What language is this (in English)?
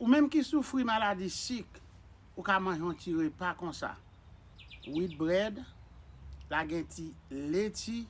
Haitian Creole